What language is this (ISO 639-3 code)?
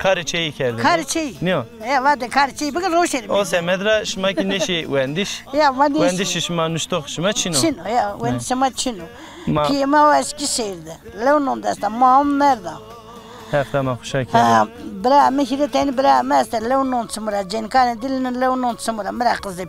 zza